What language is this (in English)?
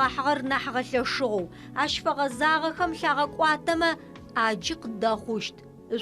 Adyghe